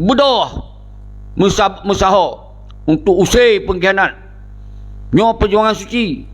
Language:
Achinese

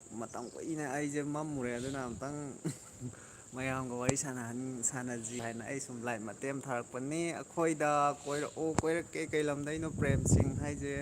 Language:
Manipuri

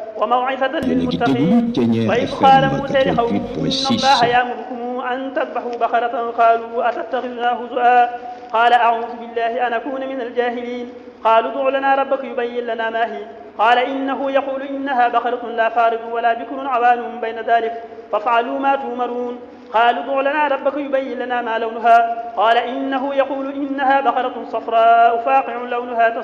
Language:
Arabic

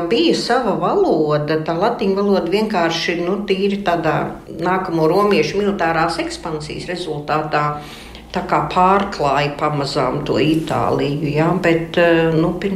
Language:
Latvian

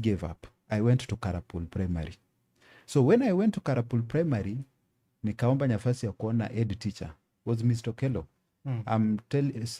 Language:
Luo (Kenya and Tanzania)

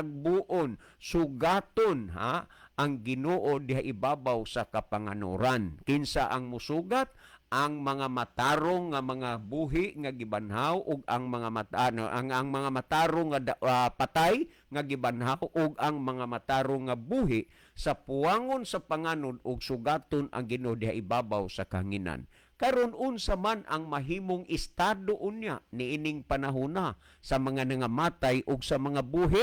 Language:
Cebuano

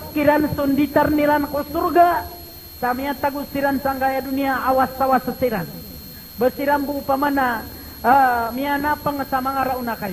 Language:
Maranao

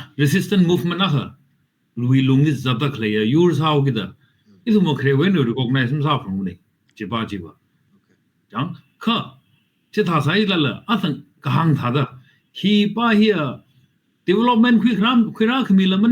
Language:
Tangkhul Naga (India)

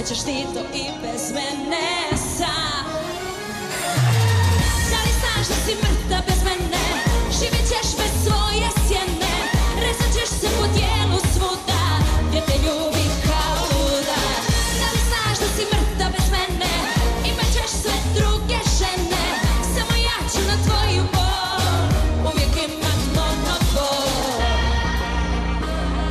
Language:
Serbian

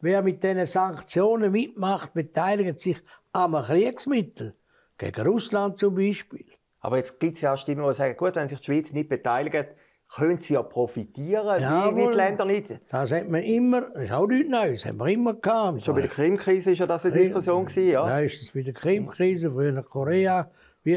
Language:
German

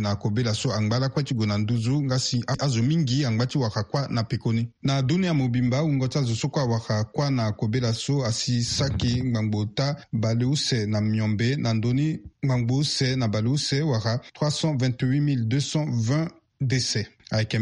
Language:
Sango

